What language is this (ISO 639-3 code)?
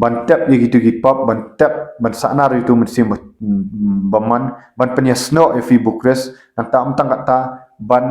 kha